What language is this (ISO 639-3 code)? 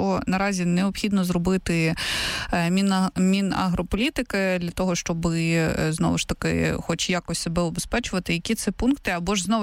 ukr